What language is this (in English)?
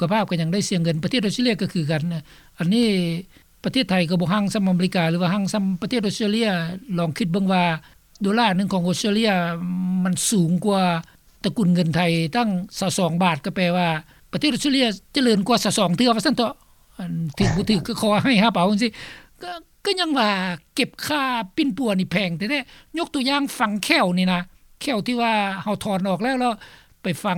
Lao